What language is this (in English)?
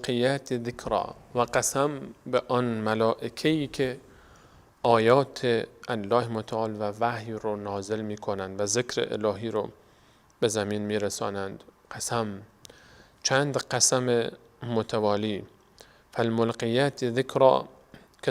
Persian